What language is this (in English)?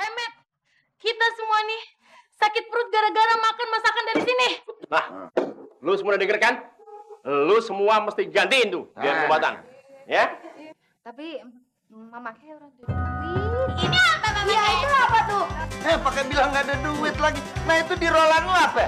Betawi